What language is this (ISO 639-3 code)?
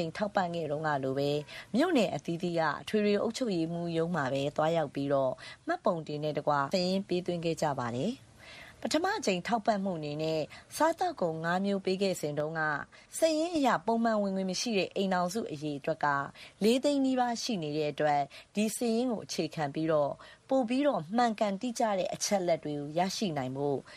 mya